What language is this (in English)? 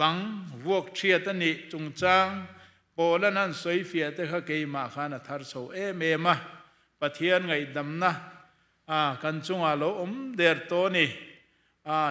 Mizo